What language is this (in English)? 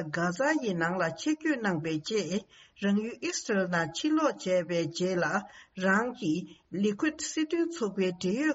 Tibetan